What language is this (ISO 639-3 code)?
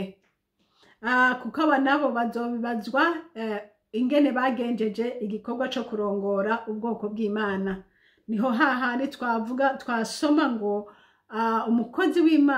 run